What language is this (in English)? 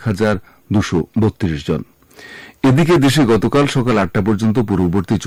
Bangla